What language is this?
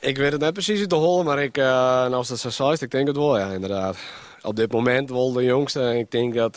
Western Frisian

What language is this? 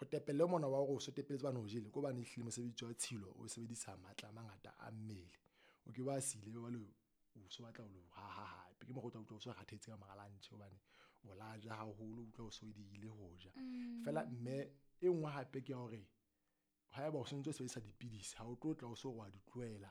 Southern Sotho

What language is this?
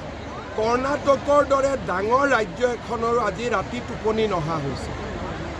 Assamese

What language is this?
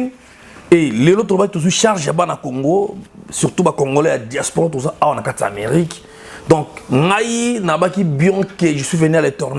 Lingala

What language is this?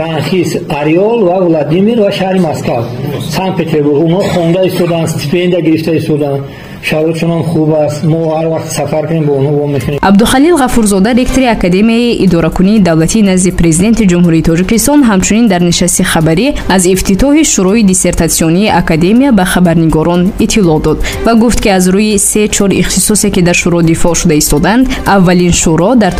Tajik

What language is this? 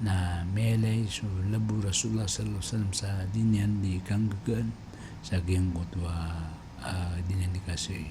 Maranao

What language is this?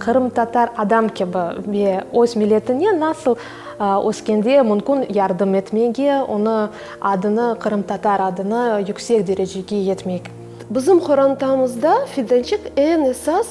Crimean Tatar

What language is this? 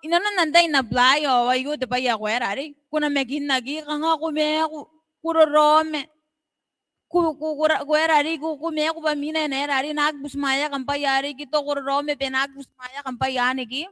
Gilbertese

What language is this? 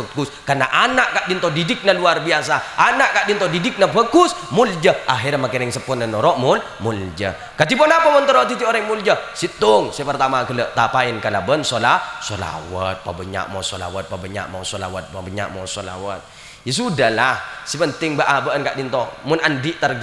Madurese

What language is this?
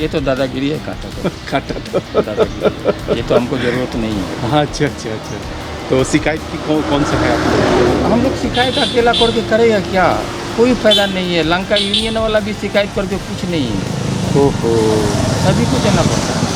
Karbi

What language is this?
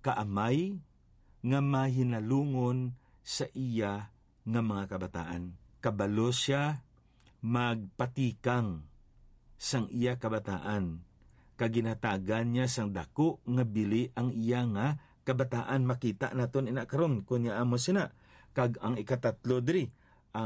Hiligaynon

